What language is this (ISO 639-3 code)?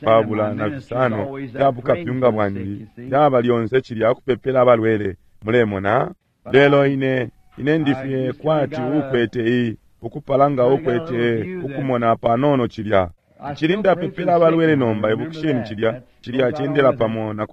bem